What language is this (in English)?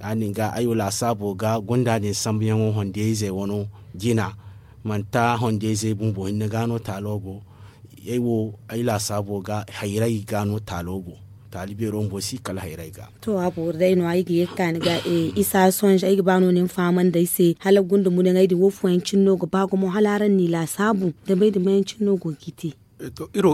Zarma